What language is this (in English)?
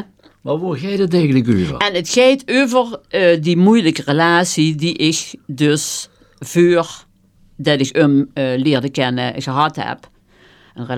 Dutch